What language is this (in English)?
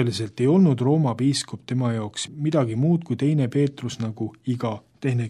Estonian